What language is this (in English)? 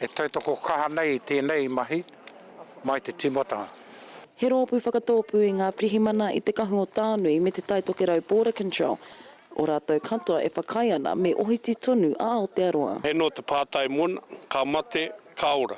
Māori